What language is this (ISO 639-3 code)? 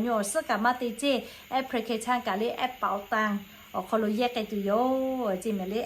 lhu